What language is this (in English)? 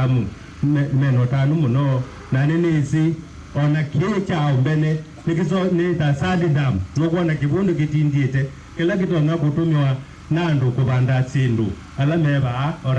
Kamba